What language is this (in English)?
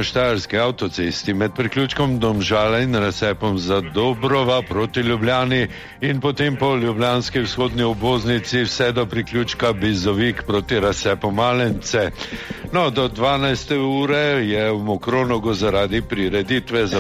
Slovenian